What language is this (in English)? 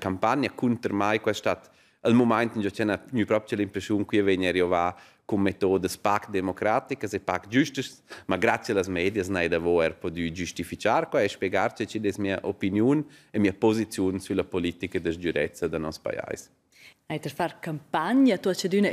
Romansh